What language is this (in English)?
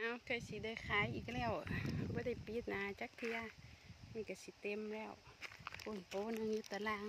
Lao